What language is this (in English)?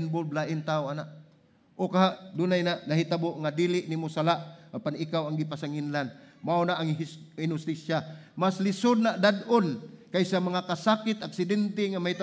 Cebuano